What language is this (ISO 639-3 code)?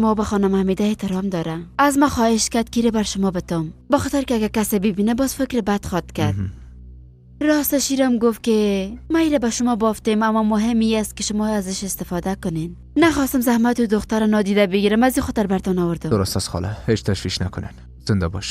fas